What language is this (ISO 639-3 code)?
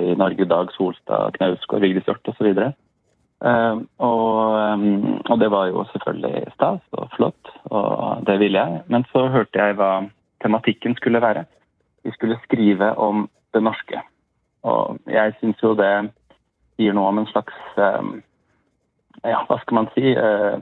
dan